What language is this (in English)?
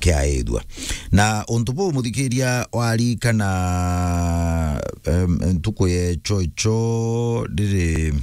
Meru